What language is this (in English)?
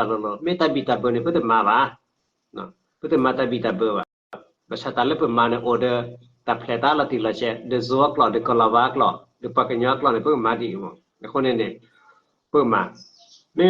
S'gaw Karen